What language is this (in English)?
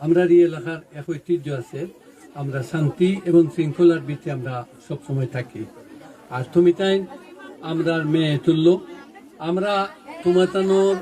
Sylheti